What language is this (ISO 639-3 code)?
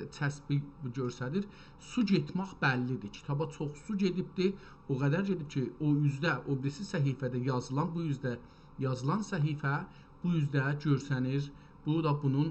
azb